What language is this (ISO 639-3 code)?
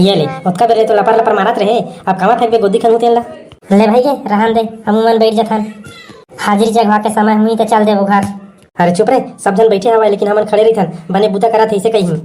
hne